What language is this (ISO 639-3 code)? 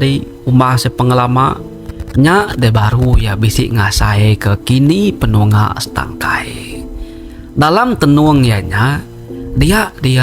iba